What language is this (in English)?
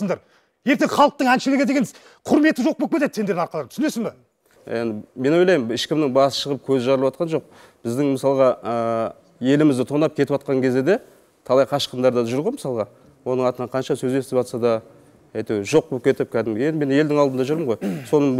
Kazakh